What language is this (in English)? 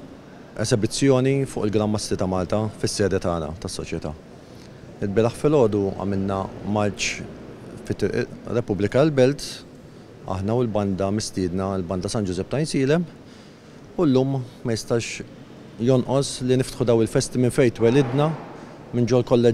Maltese